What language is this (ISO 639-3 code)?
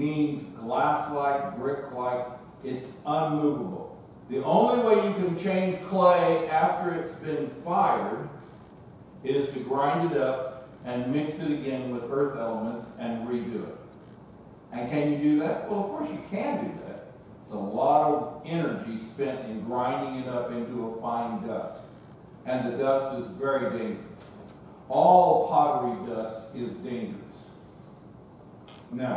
eng